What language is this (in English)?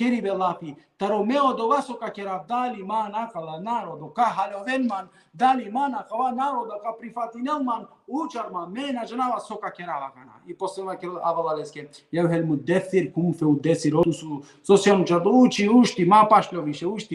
Balkan Romani